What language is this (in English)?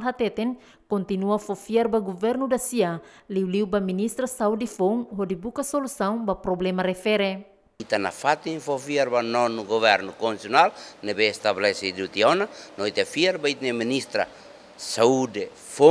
Tetum